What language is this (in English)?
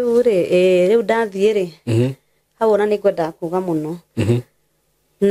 Kikuyu